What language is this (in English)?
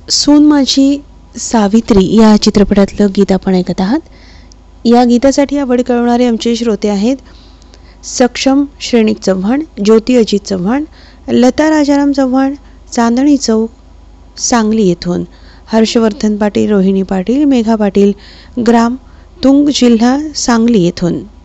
Marathi